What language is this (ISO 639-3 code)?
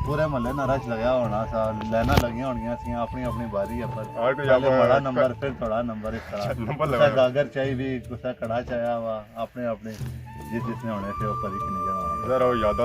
phr